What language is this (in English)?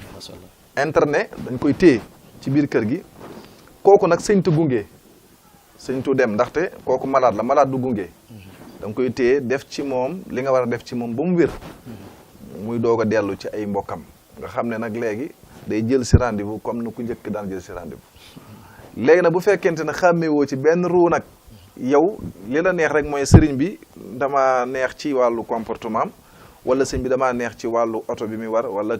Wolof